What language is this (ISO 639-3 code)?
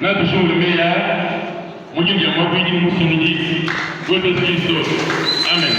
lua